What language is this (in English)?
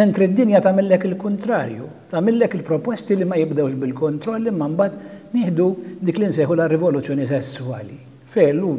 Maltese